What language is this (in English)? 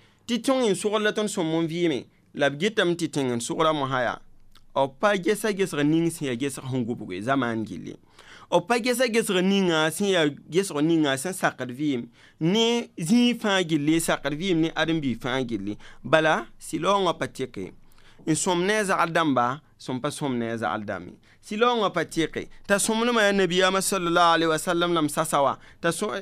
Mossi